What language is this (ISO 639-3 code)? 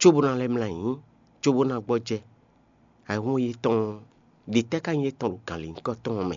fon